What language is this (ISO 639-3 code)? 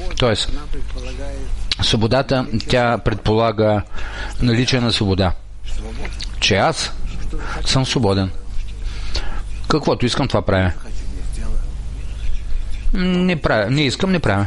bul